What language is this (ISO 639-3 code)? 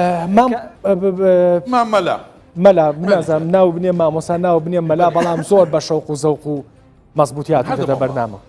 ckb